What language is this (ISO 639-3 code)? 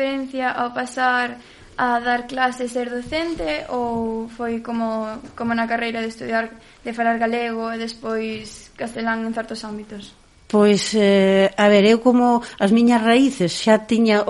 glg